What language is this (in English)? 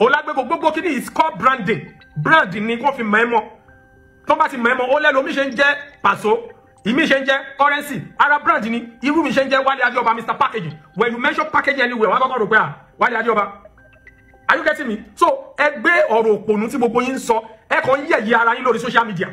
Yoruba